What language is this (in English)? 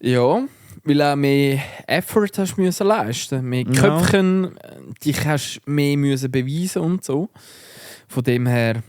Swiss German